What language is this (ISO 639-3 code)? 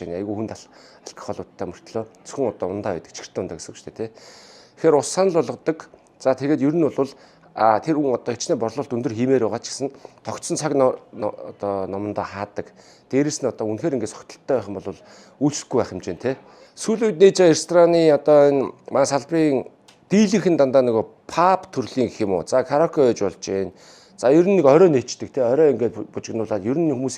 mon